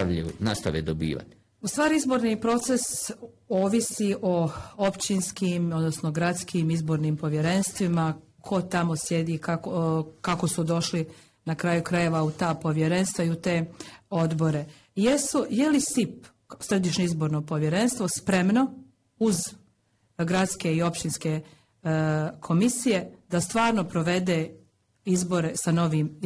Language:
Croatian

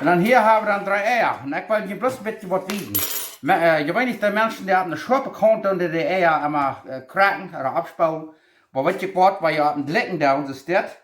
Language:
Plautdietsch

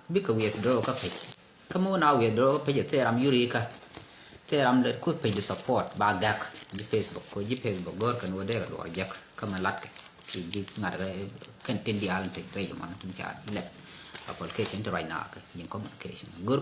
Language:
Nuer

